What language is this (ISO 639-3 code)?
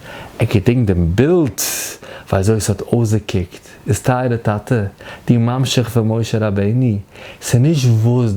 yid